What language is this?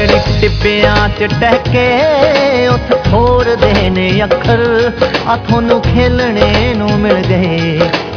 Punjabi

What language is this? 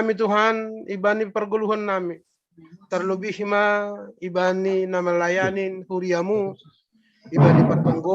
Batak Simalungun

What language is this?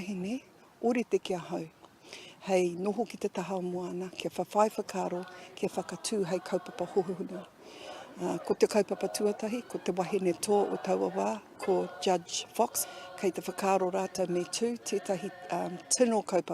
Māori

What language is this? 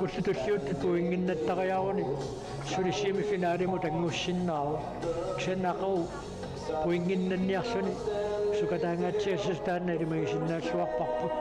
Kalaallisut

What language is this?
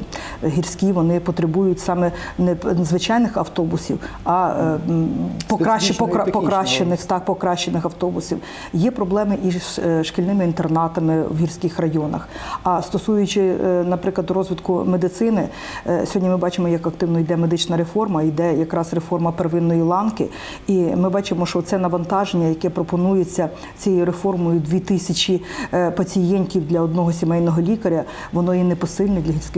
Ukrainian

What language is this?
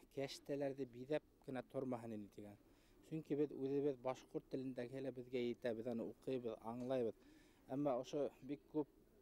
Bashkir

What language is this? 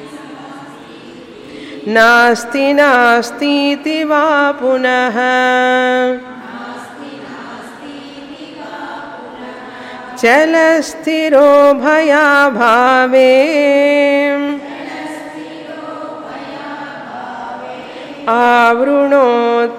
Telugu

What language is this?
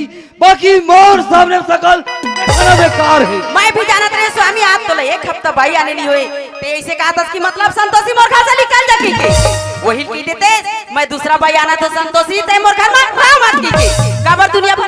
Chhattisgarhi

